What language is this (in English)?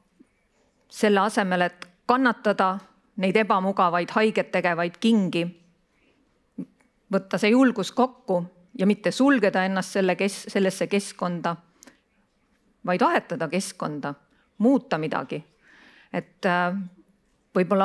Estonian